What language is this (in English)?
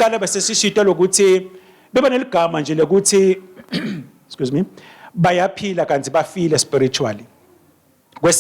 Swati